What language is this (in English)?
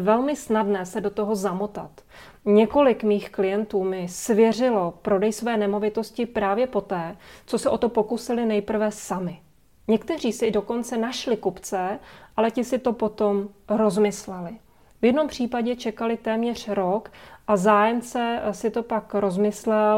Czech